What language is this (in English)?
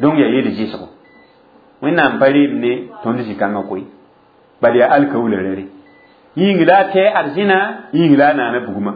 Mossi